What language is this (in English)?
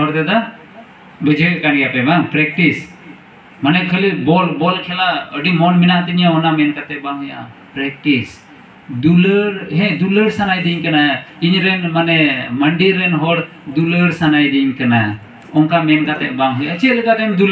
Santali